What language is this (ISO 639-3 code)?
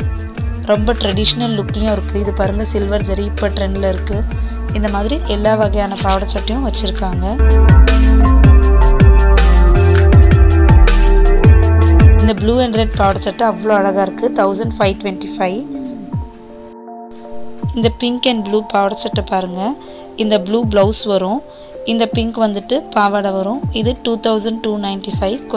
tam